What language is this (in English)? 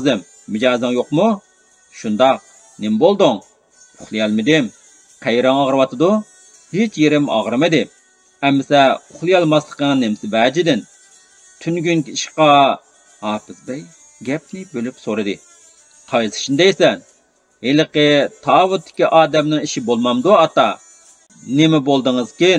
Uyghur